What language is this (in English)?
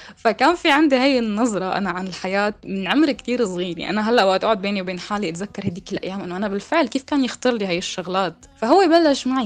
North Levantine Arabic